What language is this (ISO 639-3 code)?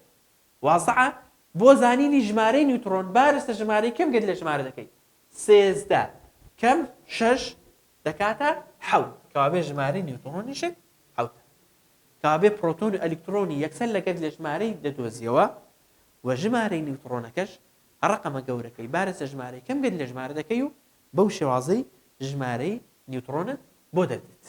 ckb